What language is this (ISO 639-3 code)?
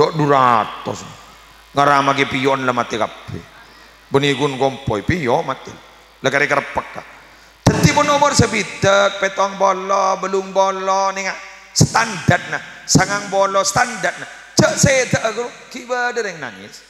mad